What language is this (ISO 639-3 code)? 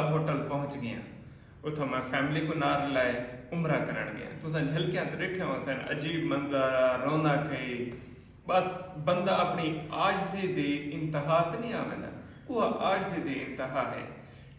skr